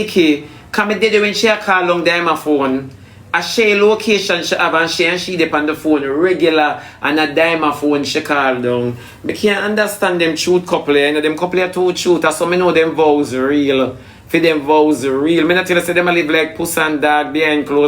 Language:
Jamaican Creole English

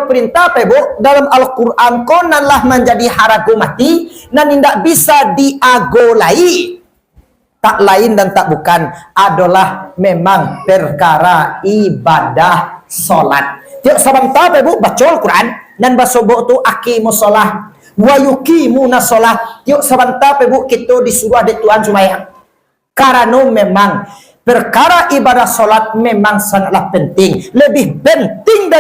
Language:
Minangkabau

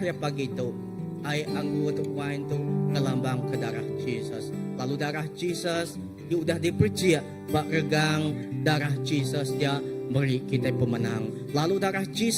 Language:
Iban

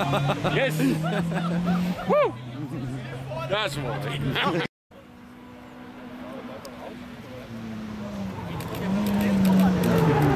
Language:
Dutch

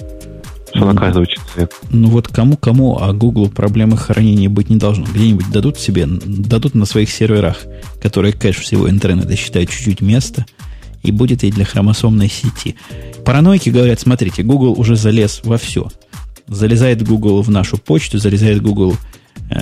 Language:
Russian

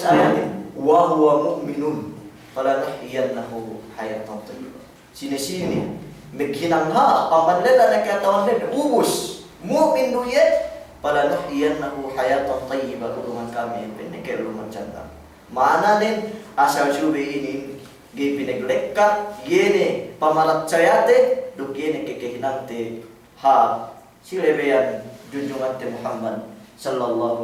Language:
Yakan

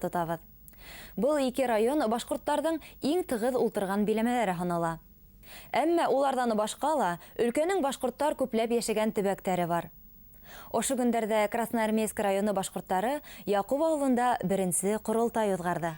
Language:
Bashkir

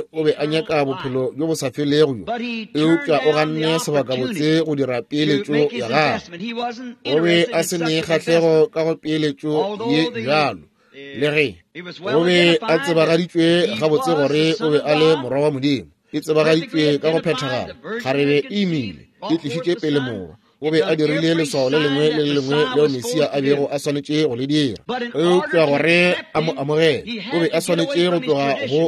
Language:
Northern Sotho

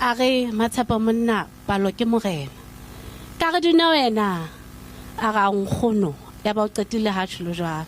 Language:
Southern Sotho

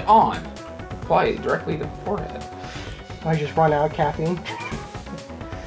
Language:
English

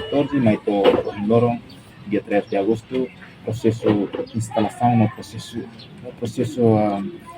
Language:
Tetum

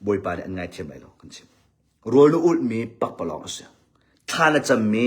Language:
Hakha Chin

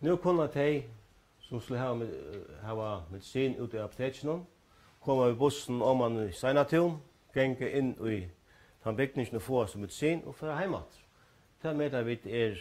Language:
Faroese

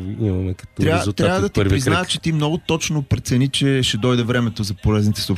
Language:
Bulgarian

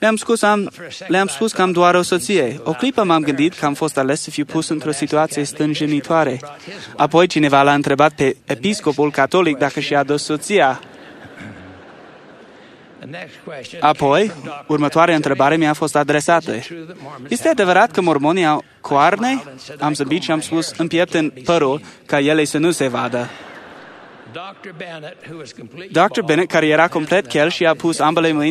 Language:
Romanian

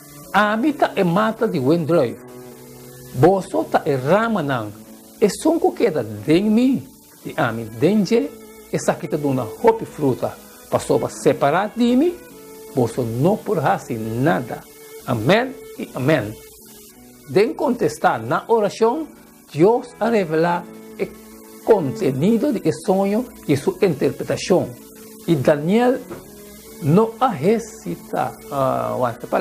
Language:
Papiamento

